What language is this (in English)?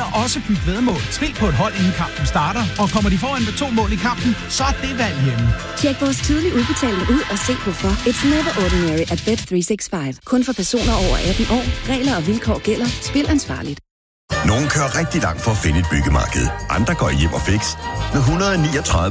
Danish